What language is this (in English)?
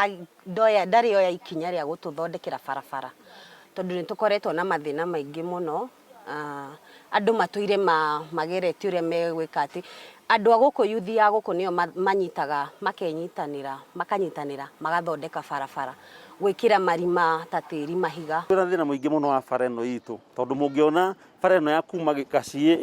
Kikuyu